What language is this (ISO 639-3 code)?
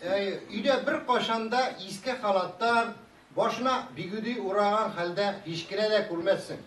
tat